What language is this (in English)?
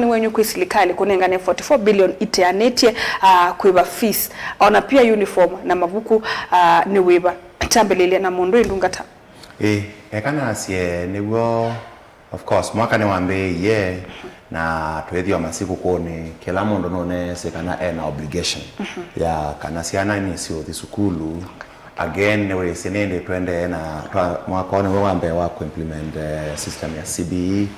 Kamba